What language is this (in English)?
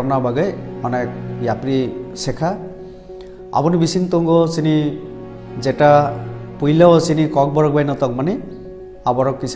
Kok Borok